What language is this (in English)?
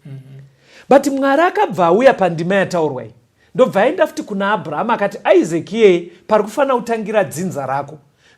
Shona